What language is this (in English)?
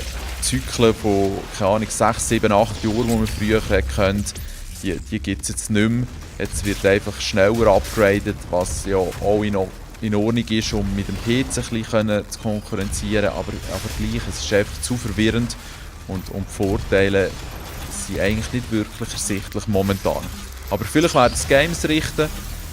Swiss German